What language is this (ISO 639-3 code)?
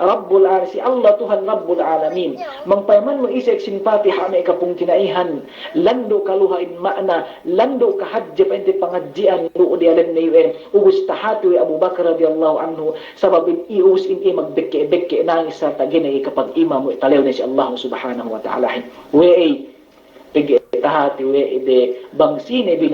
yka